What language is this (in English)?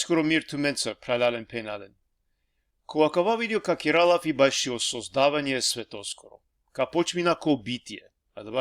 Balkan Romani